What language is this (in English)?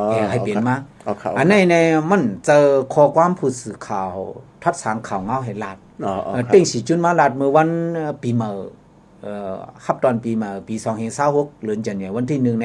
Shan